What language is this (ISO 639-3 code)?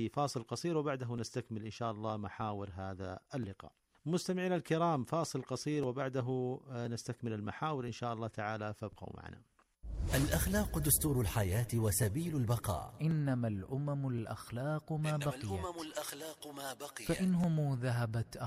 ara